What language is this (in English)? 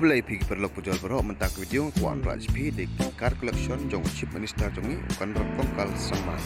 Khasi